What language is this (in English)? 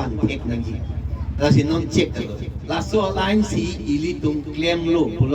Karbi